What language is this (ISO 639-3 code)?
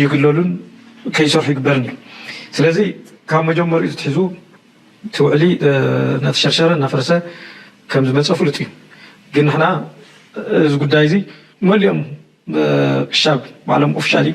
tir